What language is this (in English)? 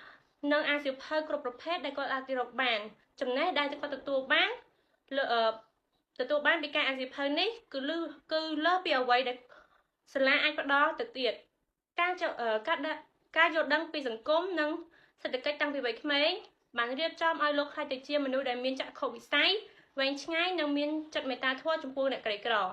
Khmer